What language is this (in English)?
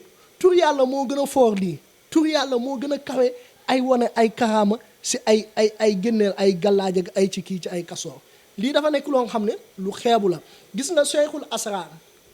Wolof